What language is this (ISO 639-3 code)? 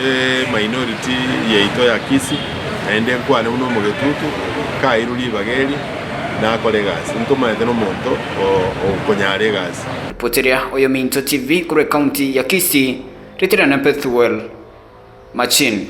guz